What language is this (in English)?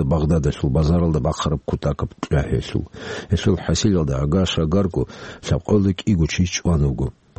Avaric